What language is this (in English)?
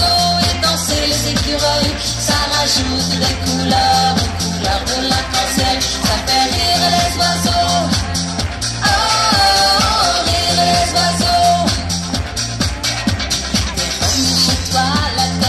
French